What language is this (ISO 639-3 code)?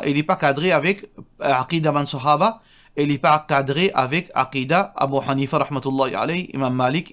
mfe